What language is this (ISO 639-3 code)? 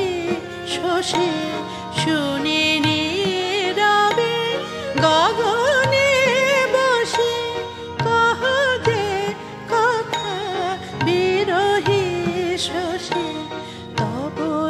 ben